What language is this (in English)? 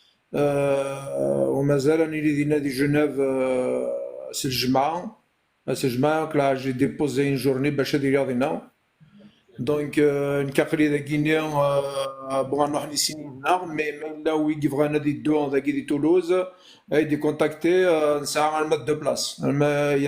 Kabyle